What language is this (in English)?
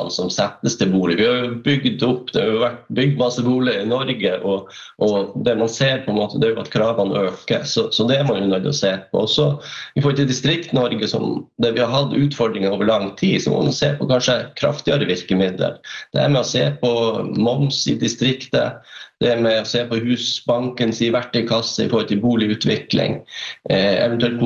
Norwegian